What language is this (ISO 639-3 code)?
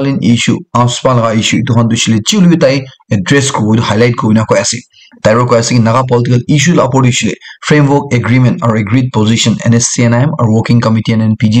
nag